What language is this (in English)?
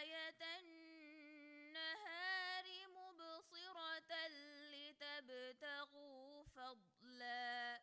Divehi